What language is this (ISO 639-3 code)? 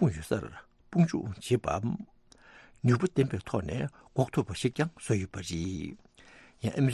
bod